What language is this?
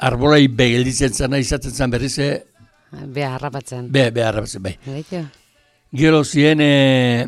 Basque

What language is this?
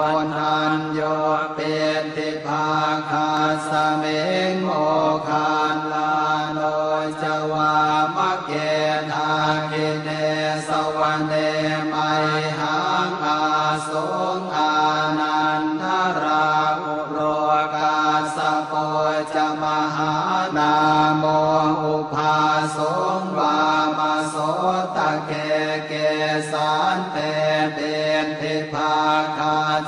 Pali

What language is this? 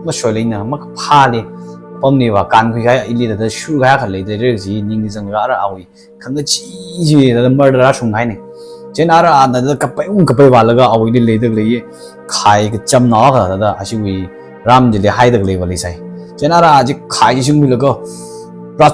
Tangkhul Naga (India)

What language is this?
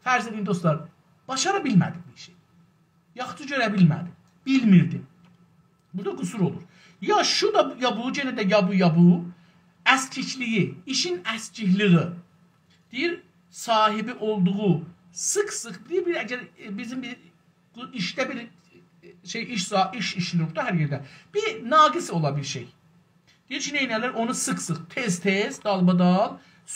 South Azerbaijani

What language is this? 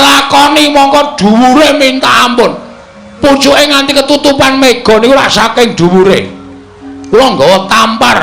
Javanese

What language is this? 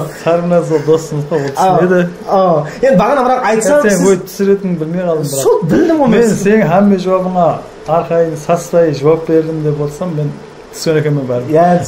Kara-Kalpak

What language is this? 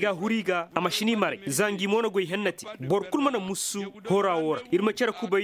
Koyraboro Senni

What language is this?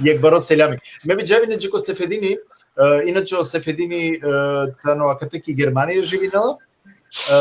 Balkan Romani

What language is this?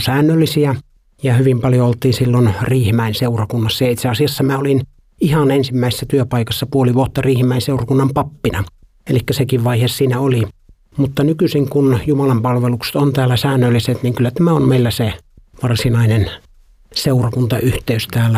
Finnish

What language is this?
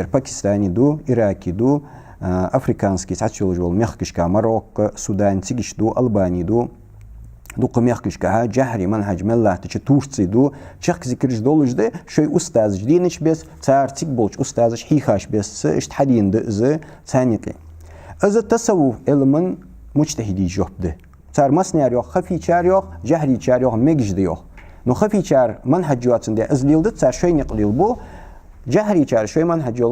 Ingush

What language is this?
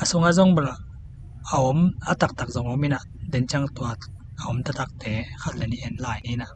Tedim Chin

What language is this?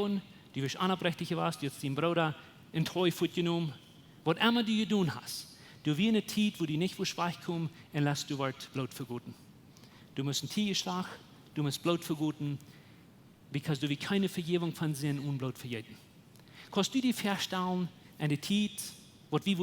Plautdietsch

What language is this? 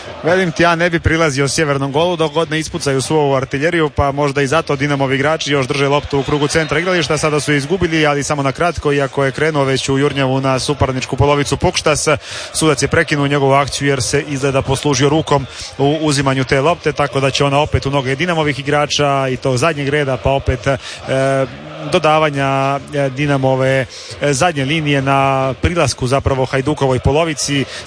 Croatian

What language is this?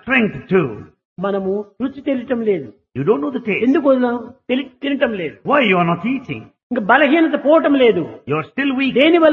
Telugu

